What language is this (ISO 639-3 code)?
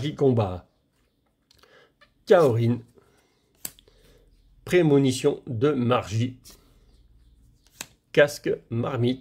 fra